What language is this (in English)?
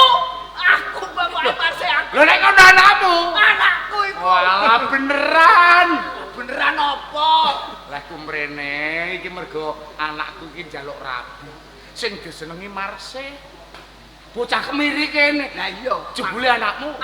Javanese